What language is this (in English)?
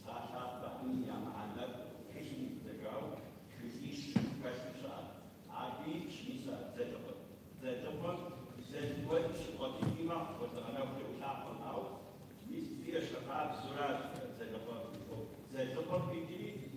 Kabardian